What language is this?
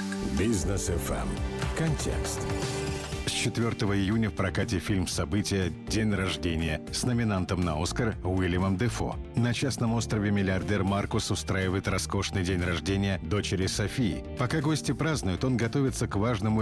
Russian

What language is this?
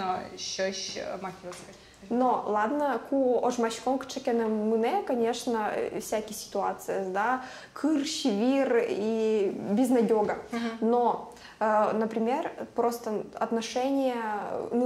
Udmurt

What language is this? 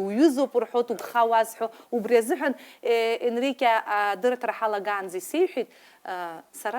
Abkhazian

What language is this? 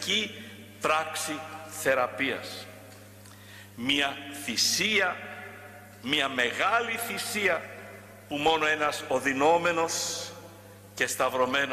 Greek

